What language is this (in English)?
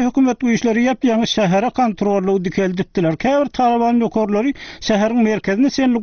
Turkmen